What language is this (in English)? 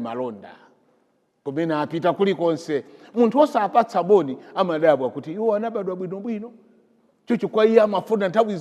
Nyanja